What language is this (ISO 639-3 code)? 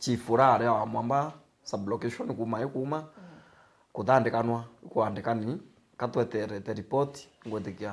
mer